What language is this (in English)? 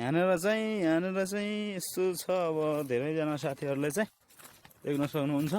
Nepali